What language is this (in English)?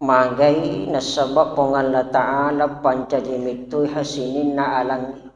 Buginese